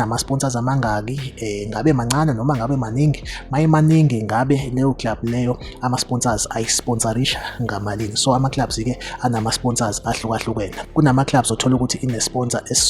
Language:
Zulu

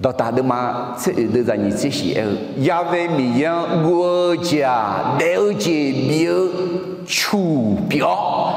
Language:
Akha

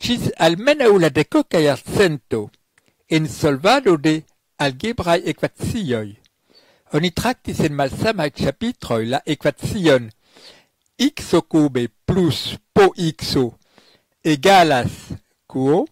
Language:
Esperanto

